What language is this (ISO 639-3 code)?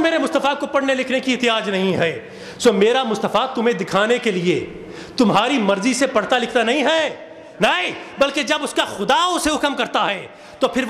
urd